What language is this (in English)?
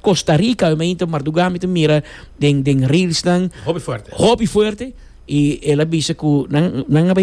Papiamento